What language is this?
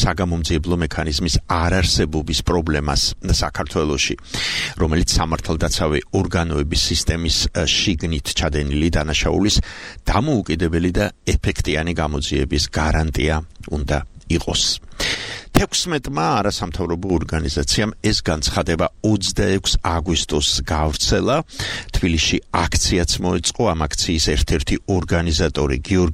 Georgian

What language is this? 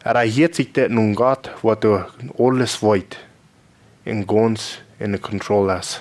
Plautdietsch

